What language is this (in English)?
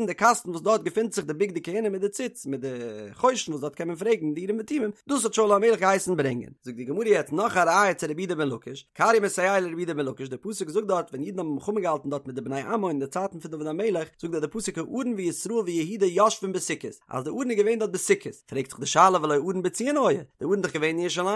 Yiddish